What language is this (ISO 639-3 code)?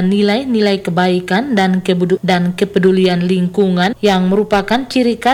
ind